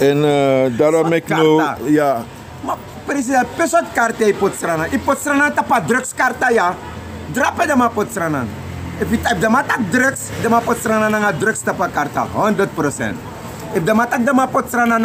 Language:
Sranan Tongo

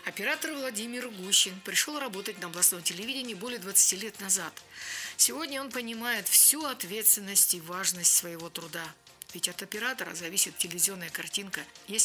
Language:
Russian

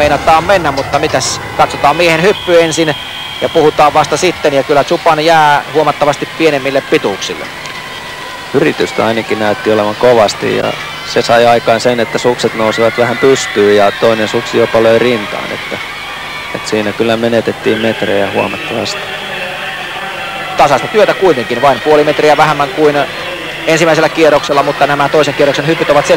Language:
Finnish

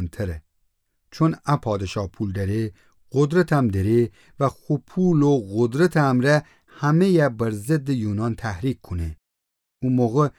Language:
Gilaki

